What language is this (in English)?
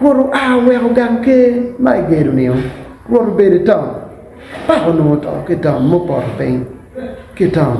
Acoli